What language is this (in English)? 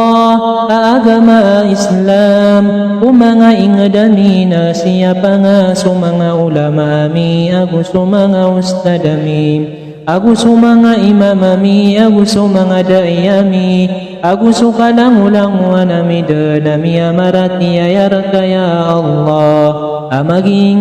Maranao